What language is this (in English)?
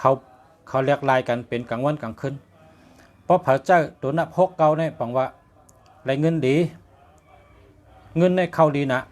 Shan